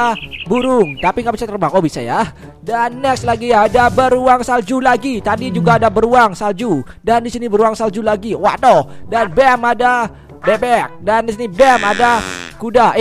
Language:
Indonesian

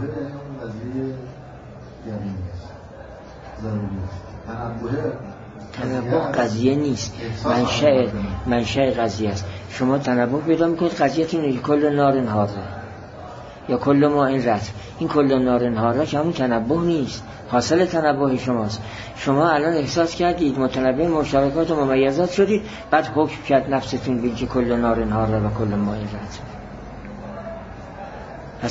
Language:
Persian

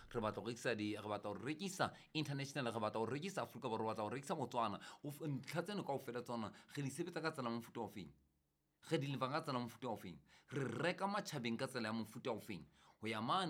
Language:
Southern Sotho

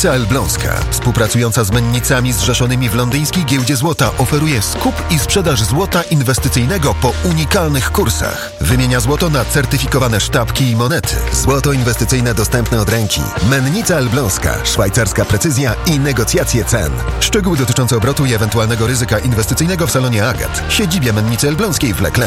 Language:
Polish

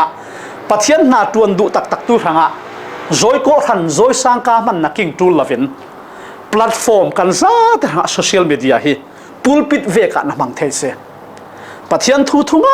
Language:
Falam Chin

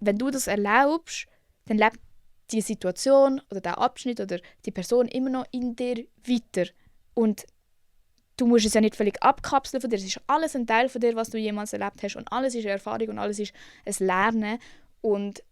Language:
Swiss German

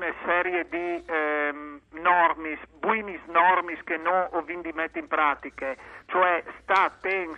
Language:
Friulian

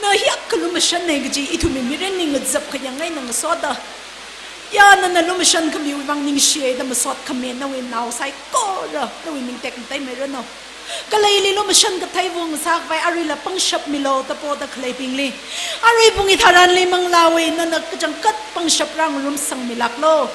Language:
Tangkhul Naga (India)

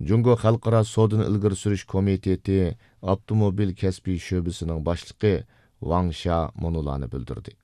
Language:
Uyghur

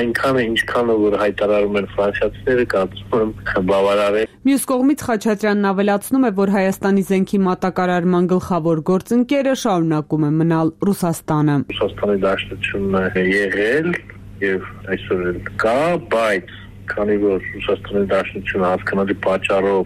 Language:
Armenian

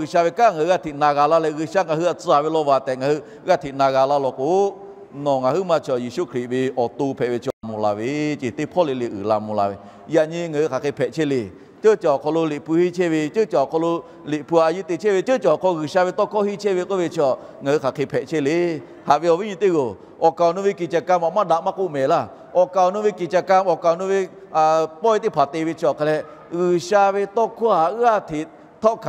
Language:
Lahu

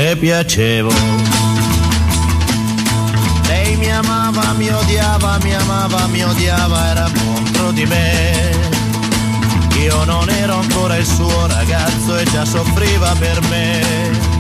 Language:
Italian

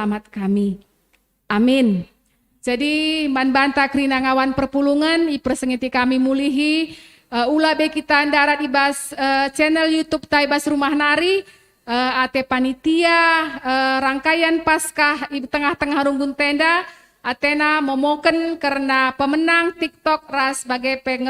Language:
Batak Karo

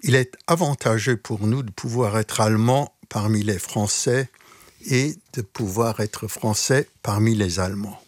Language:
Luxembourgish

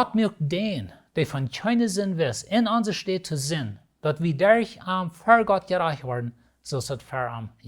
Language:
Plautdietsch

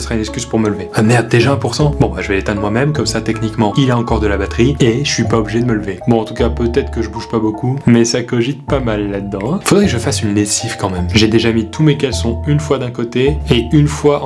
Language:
French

